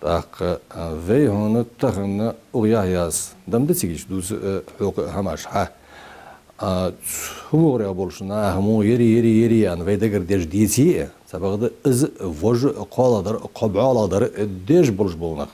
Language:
Ingush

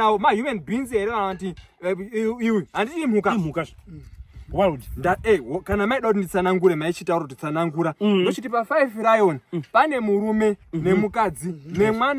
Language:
Shona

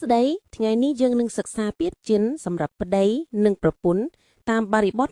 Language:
Khmer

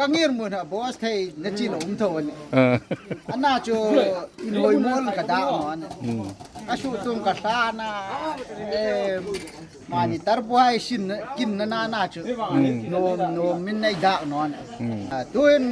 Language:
Hmar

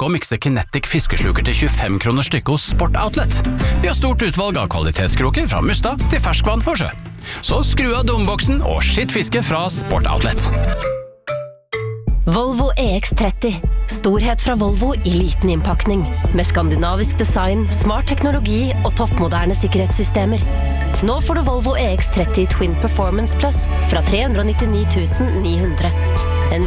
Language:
Norwegian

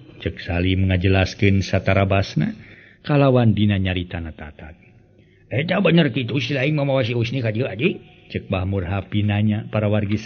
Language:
Sundanese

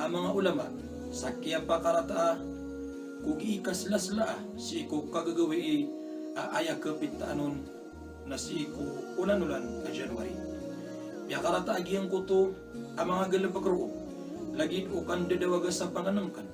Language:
Maranao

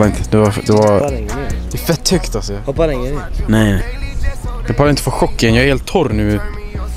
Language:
Swedish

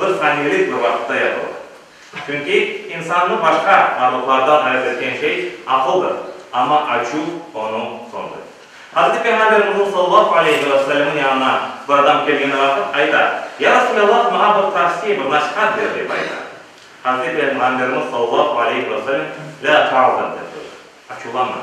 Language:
Crimean Tatar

